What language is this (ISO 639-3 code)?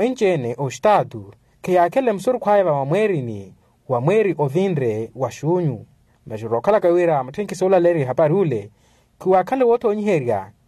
vmw